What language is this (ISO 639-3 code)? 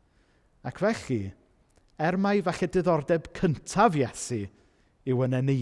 cym